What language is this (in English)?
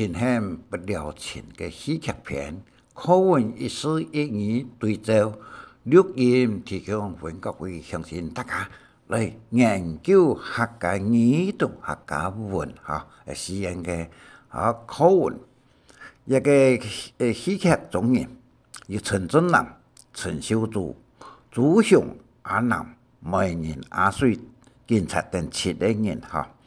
Hakka Chinese